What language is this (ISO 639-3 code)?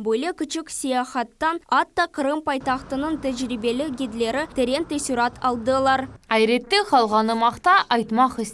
crh